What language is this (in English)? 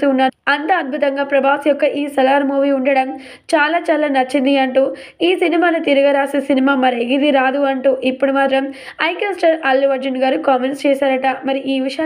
Telugu